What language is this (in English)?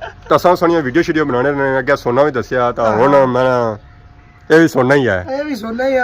Pahari-Potwari